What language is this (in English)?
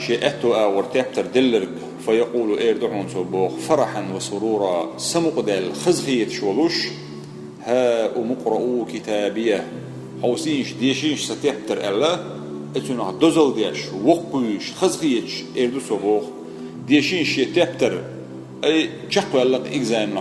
Chechen